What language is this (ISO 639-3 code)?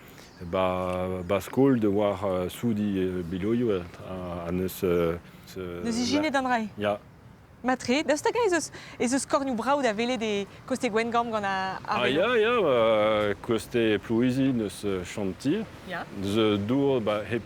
bre